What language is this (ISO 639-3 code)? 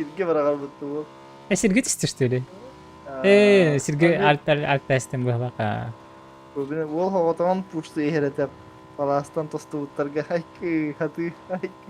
sah